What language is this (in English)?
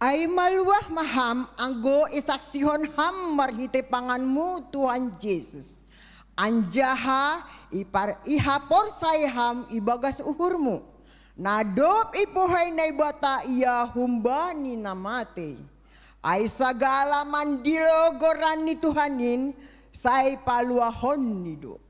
Batak Simalungun